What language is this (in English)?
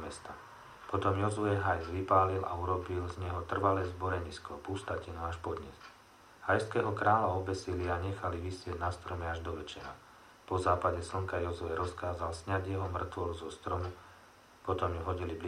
Slovak